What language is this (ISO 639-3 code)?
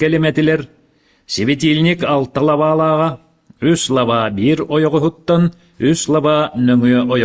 sah